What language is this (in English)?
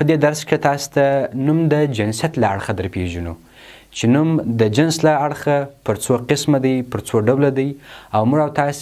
Pashto